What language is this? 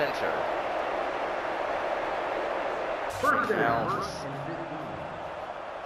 English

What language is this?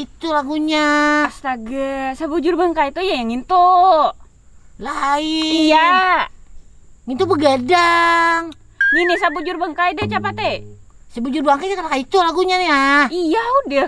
Banjar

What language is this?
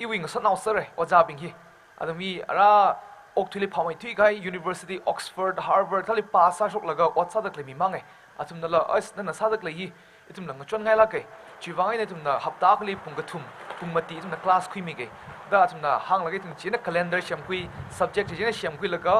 Tangkhul Naga (India)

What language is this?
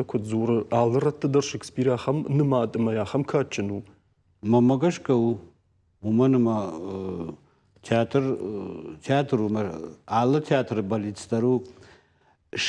Ossetic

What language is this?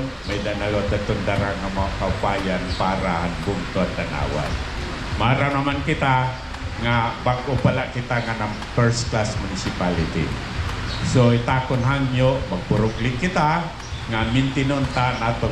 Waray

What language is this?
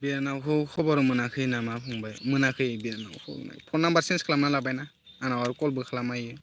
Bodo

